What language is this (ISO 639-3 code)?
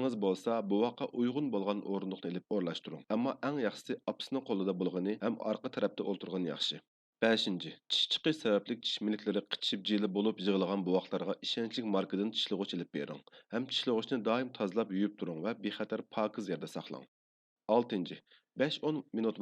uig